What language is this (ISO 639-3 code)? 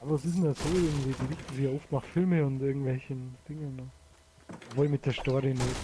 bar